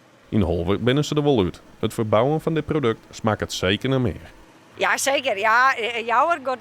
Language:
Western Frisian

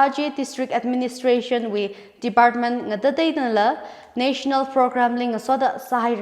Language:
Tangkhul Naga (India)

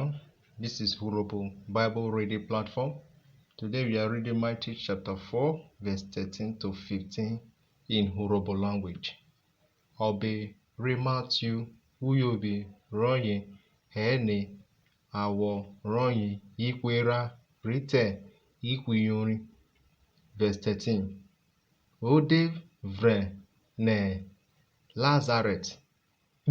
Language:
Urhobo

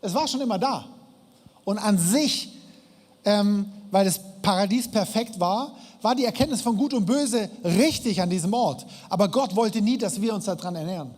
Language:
Swiss German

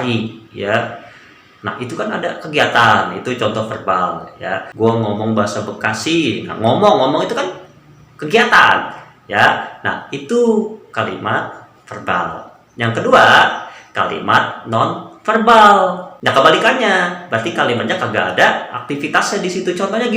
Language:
Betawi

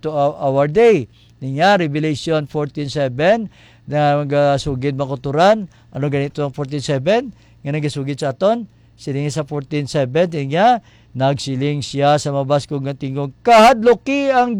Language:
Hiligaynon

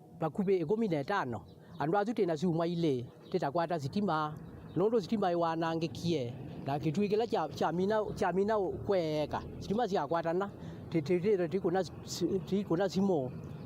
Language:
Kamba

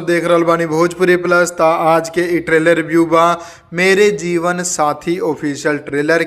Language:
Bhojpuri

